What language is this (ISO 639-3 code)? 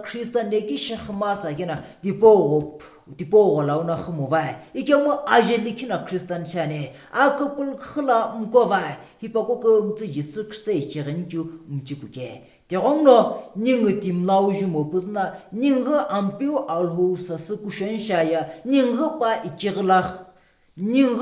nsm